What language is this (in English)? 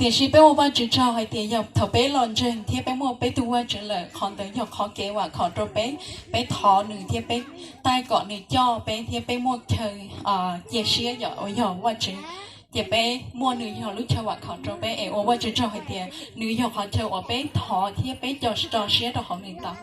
Hmong